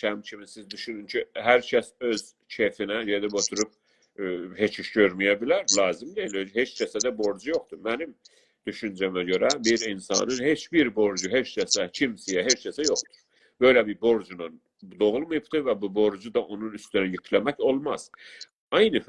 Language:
South Azerbaijani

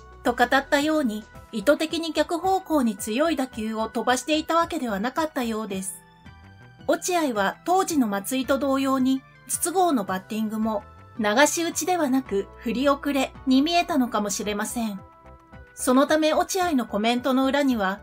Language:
Japanese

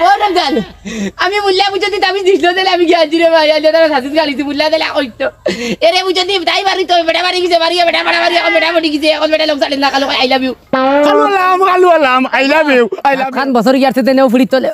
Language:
Sylheti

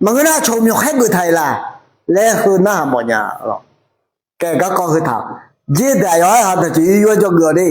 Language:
Akha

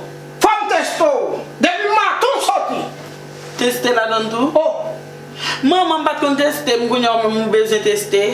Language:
Haitian Creole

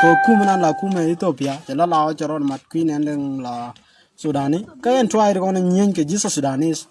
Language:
Nuer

